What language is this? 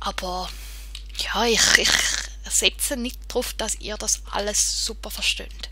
Swiss German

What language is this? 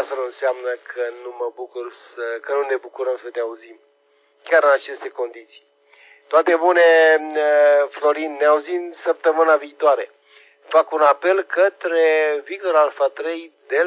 Romanian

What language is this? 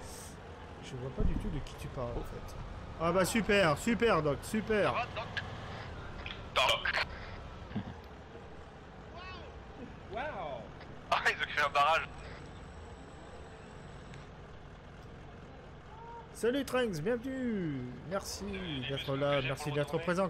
French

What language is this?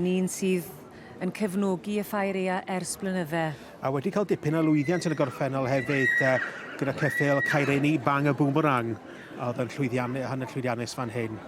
Welsh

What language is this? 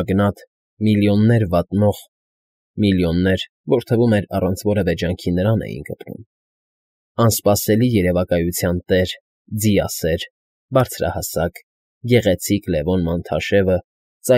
Armenian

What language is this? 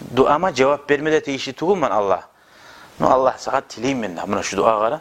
Kumyk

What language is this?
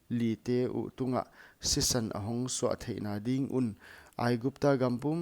Paite Chin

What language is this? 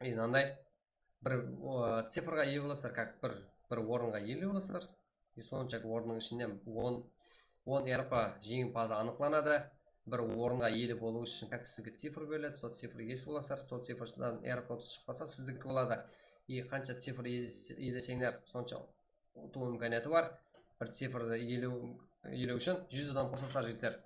Kara-Kalpak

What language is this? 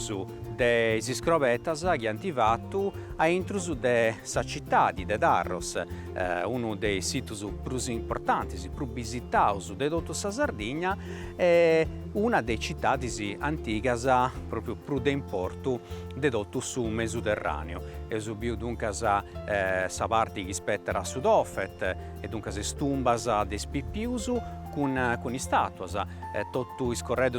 Sardinian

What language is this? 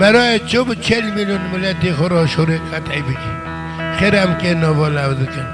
Kurdish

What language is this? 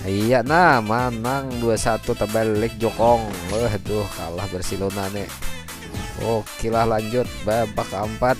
Banjar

